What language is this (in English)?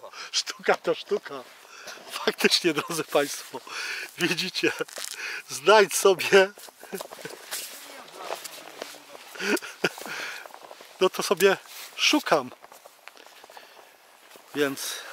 Polish